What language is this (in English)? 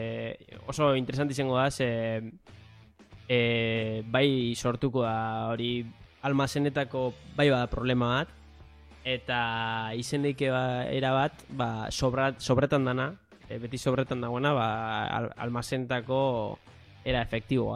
Basque